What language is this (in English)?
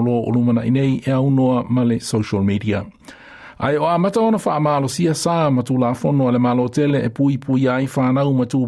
Samoan